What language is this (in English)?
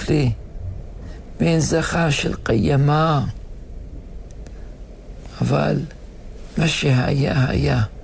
Hebrew